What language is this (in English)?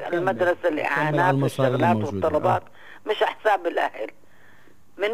North Levantine Arabic